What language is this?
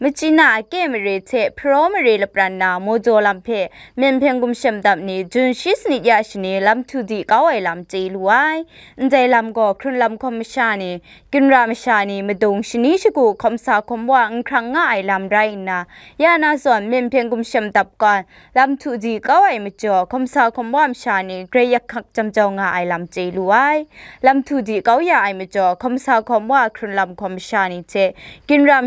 Kachin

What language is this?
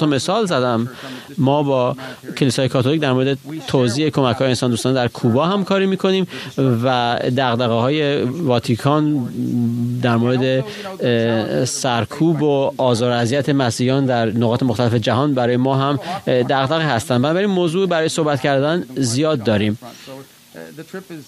Persian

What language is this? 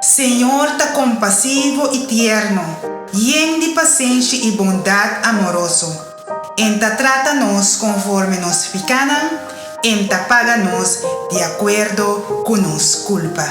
Papiamento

